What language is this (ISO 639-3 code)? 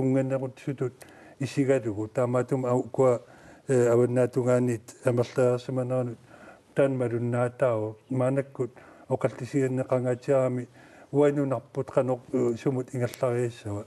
kal